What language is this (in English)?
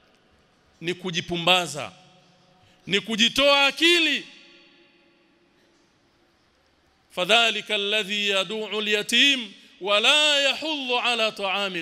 Swahili